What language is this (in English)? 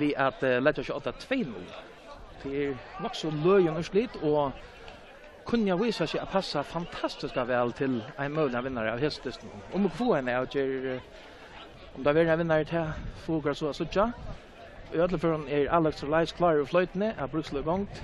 Faroese